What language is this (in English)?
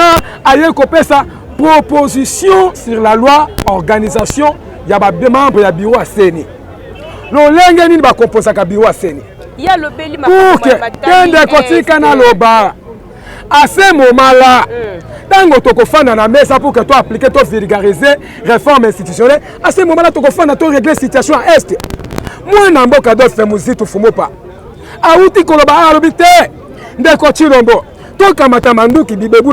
Lingala